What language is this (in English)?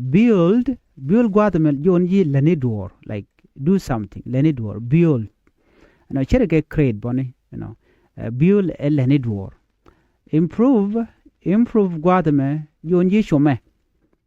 Nuer